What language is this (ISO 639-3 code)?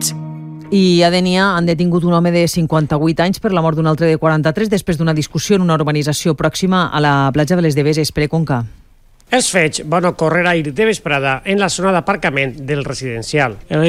cat